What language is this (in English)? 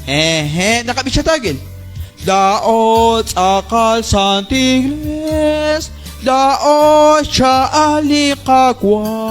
Kekchí